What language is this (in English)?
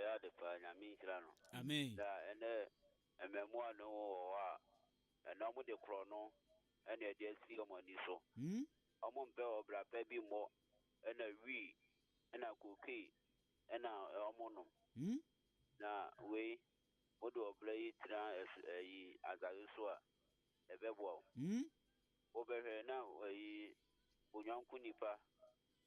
Akan